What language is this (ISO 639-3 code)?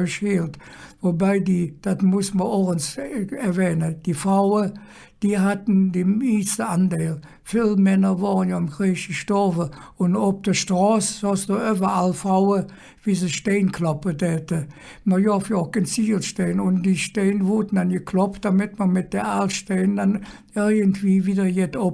ksh